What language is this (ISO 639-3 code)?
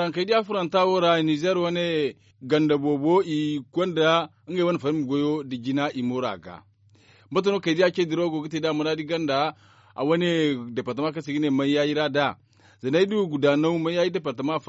dje